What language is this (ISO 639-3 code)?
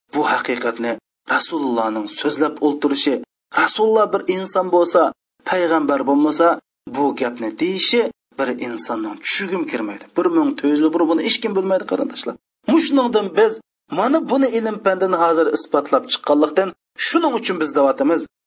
uig